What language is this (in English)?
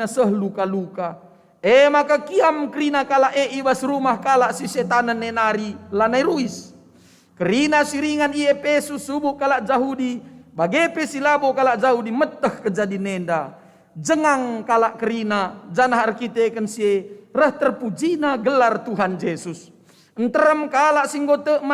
Batak Karo